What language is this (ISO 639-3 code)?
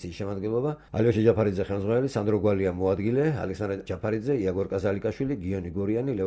kat